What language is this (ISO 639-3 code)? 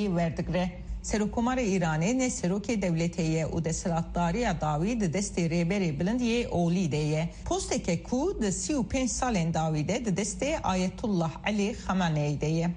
kur